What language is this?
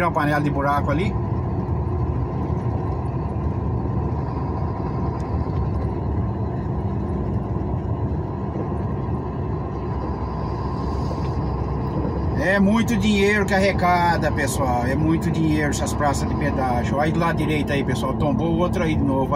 Portuguese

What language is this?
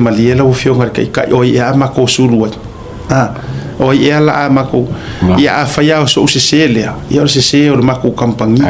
Samoan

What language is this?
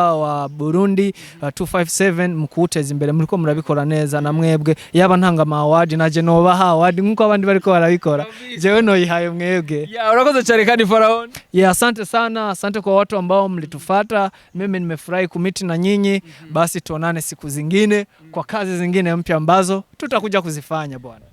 Rundi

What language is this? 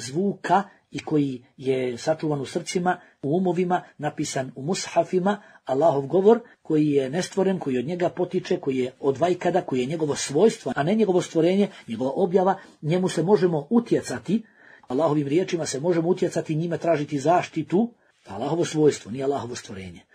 Bosnian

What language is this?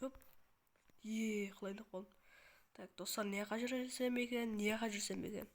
Kazakh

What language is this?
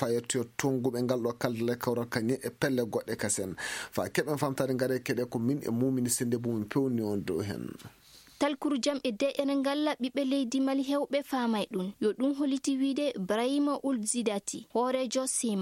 Maasina Fulfulde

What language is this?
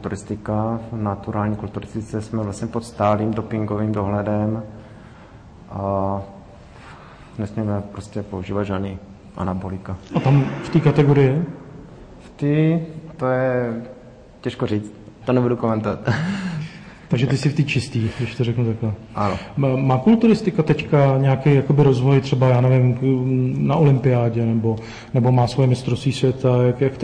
Czech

